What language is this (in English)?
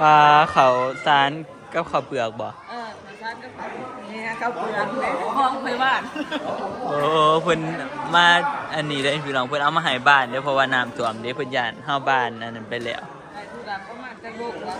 Northeastern Thai